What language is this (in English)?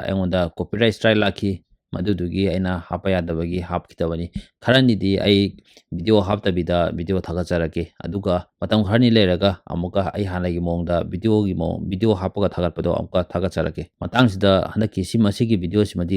Manipuri